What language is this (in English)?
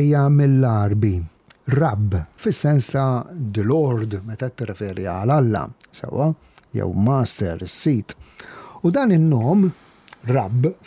Maltese